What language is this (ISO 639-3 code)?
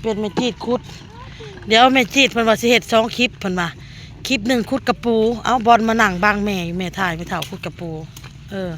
tts